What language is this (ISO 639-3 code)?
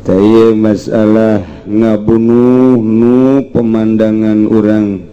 sun